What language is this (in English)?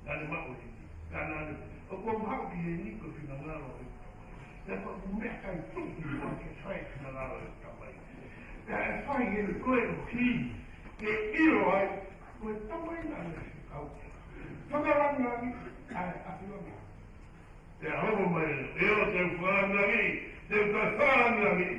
Tongan